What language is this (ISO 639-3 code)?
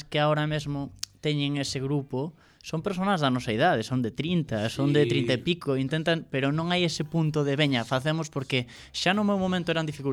glg